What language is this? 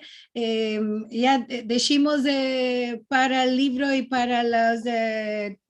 Ladino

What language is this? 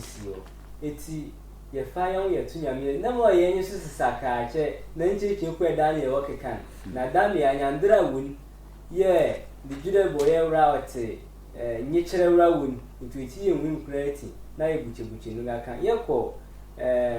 Sehwi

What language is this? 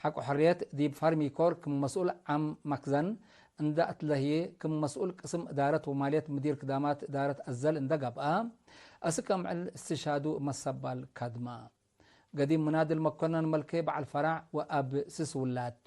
Tigre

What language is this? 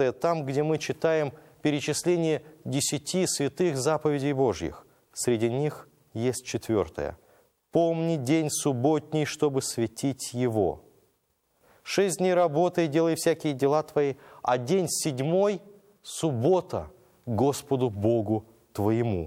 Russian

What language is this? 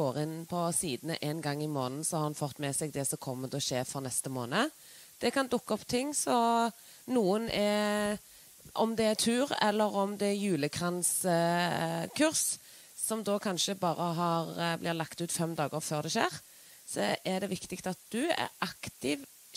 Norwegian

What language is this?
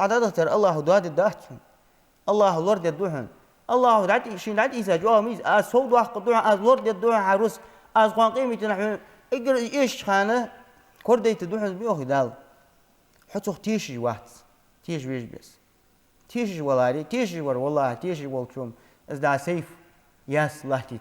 Ingush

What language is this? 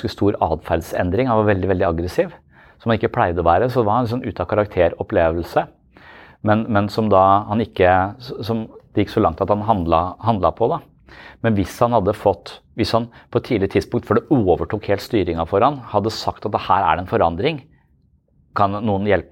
Norwegian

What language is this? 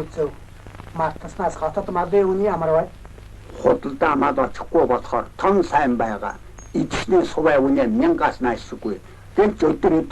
Mongolian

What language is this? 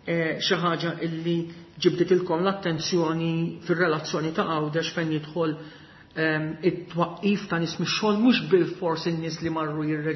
Maltese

